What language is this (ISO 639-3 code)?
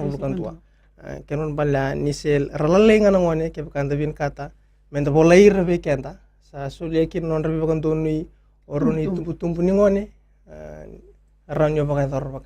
fij